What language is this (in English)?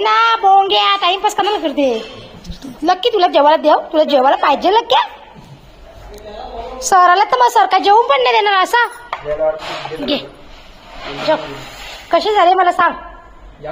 Marathi